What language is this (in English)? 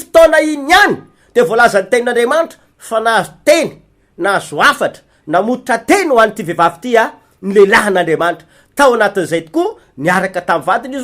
Malagasy